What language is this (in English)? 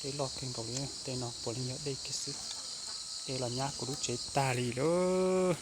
Hmong